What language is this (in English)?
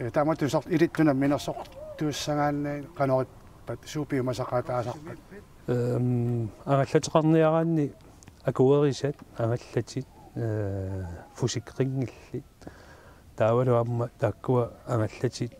Kalaallisut